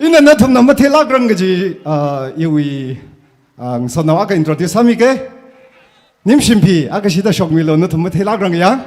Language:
Tangkhul Naga (India)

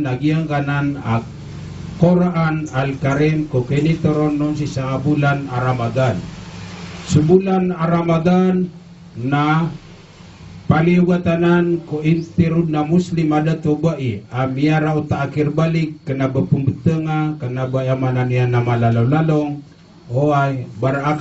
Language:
Maranao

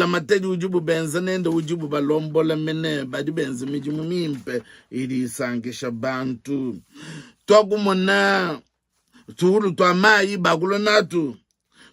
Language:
Luba-Lulua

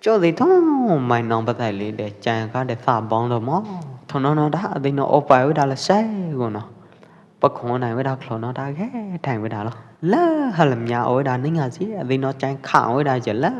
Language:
Pwo Eastern Karen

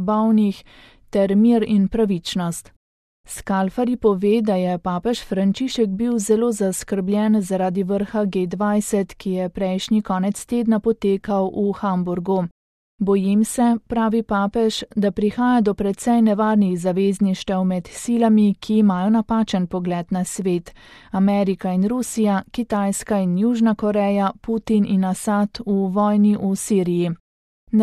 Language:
Slovenian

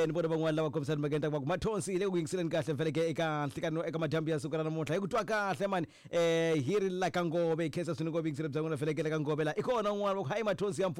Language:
Tsonga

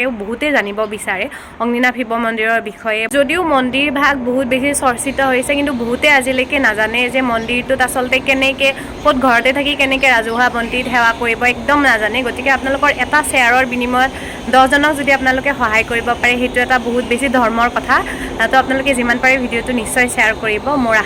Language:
Assamese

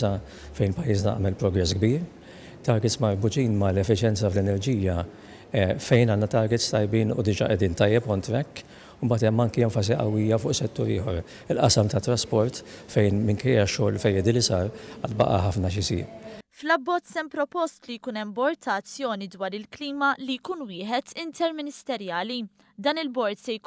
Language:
Maltese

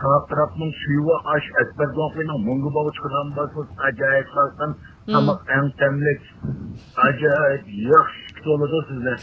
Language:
Uyghur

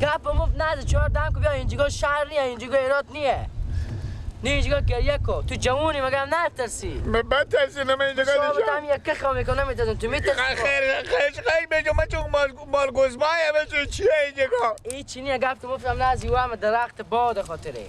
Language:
Persian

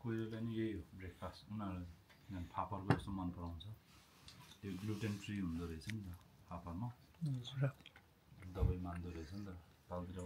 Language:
Nepali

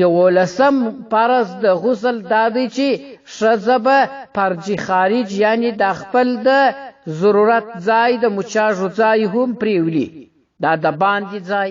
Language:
Pashto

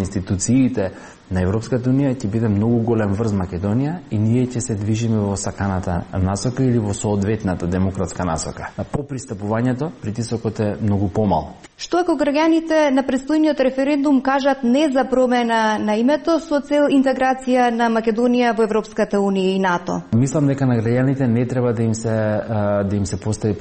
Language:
Macedonian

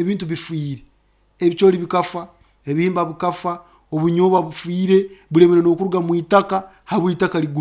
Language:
Nyoro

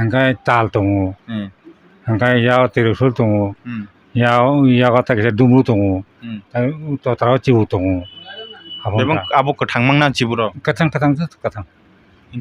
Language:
Kok Borok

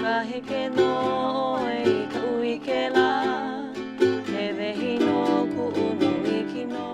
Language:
Māori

